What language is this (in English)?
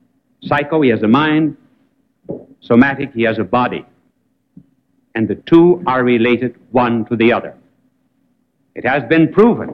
English